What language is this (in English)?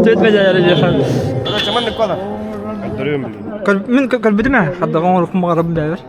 Yakut